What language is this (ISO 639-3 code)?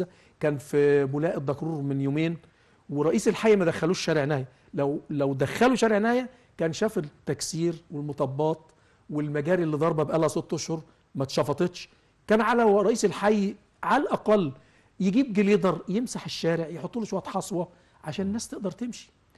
arz